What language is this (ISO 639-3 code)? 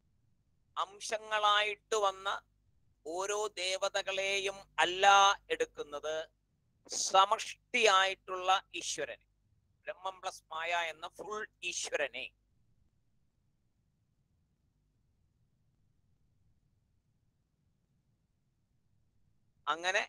mal